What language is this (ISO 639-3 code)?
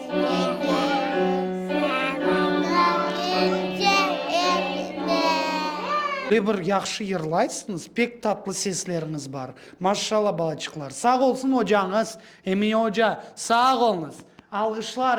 crh